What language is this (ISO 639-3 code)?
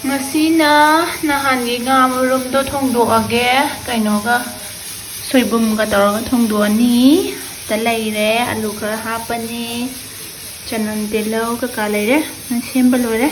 mni